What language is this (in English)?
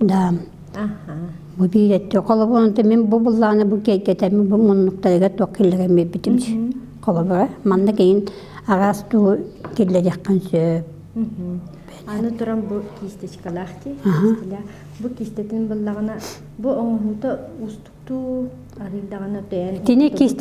Yakut